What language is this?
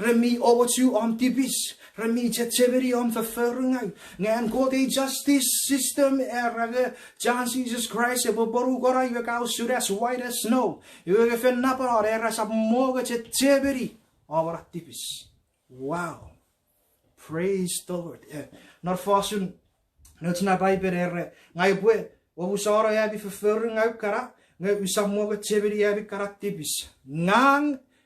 Chuukese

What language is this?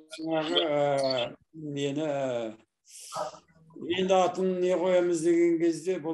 Kazakh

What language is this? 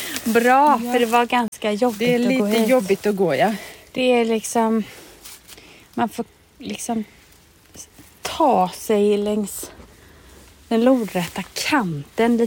Swedish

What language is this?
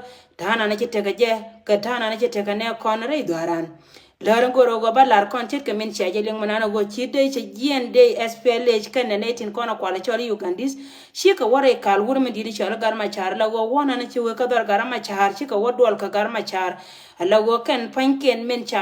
Nuer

